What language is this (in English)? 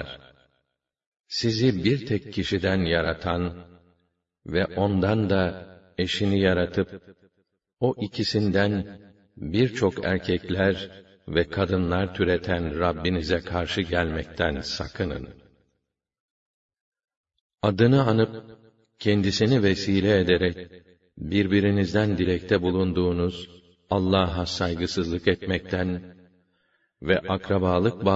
Turkish